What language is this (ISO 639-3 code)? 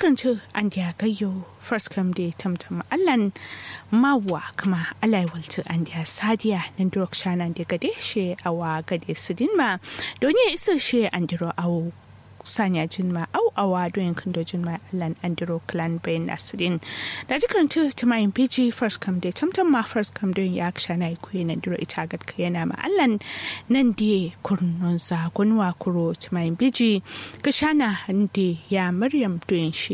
kau